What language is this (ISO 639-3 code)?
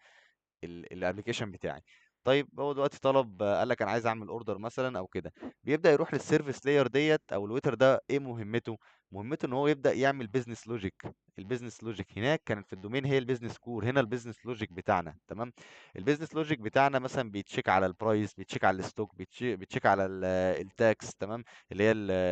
arz